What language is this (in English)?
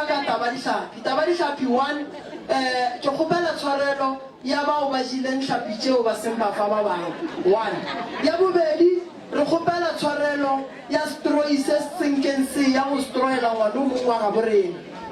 Northern Sotho